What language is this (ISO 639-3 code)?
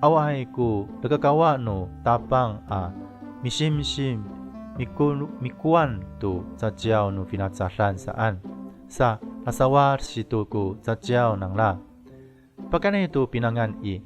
ami